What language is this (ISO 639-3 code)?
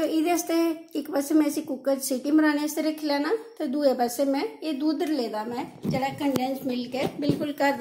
doi